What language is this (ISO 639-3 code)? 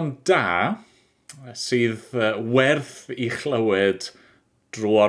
cym